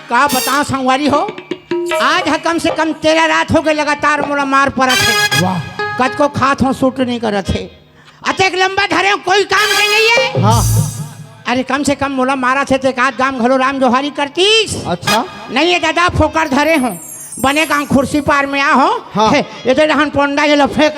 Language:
Chhattisgarhi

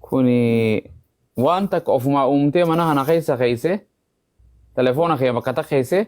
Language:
Oromo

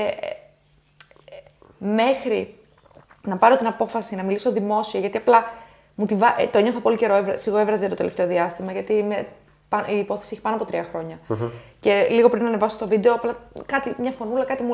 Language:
Greek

